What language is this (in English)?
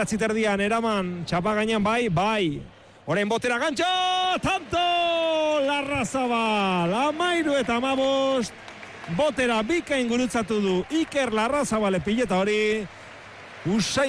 Basque